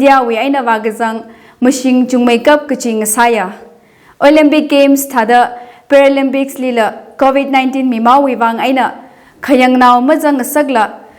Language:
Tangkhul Naga (India)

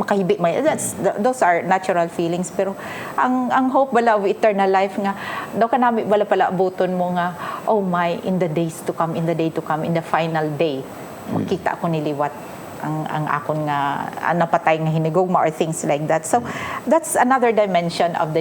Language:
Hiligaynon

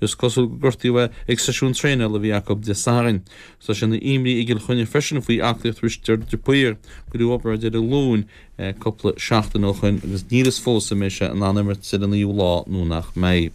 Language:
Irish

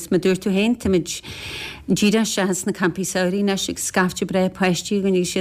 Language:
Irish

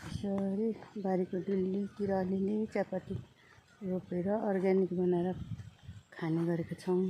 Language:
Nepali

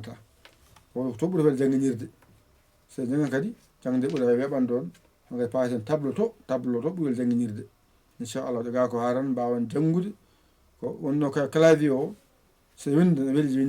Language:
Fula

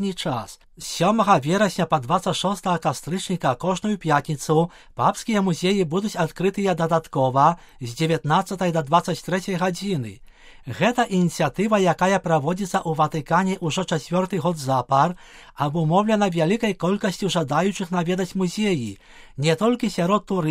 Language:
Belarusian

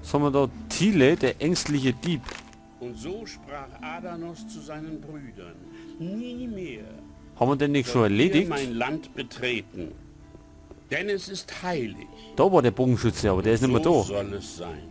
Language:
Bavarian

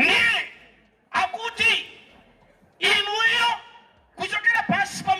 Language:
Nyanja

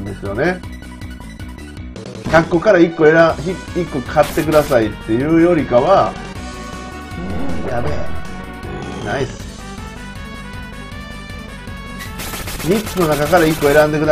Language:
Japanese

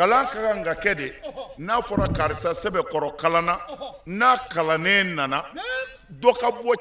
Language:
Bambara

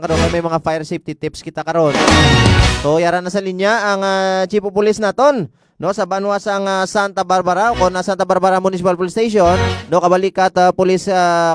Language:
Hiligaynon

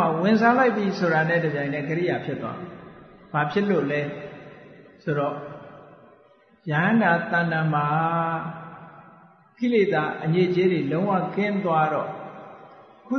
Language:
Burmese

